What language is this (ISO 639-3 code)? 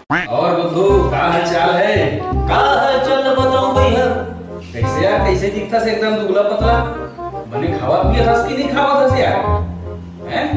hne